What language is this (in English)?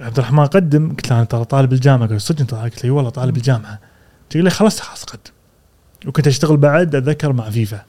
Gulf Arabic